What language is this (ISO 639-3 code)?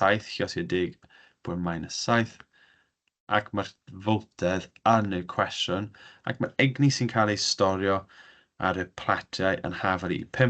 cym